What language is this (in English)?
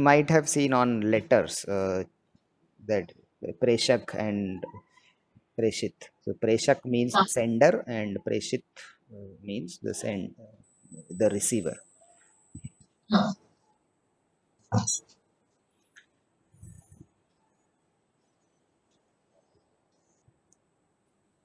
English